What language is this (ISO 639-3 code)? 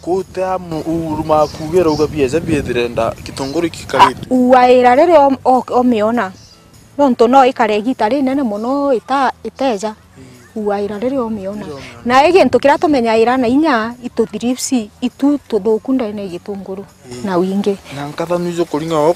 mer